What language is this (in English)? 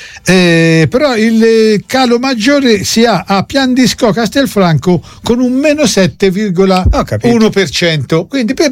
Italian